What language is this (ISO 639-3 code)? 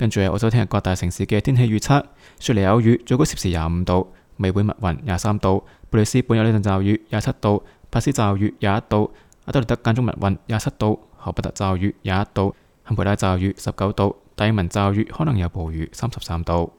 yue